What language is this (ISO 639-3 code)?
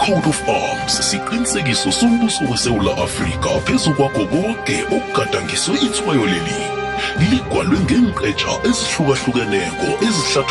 nbl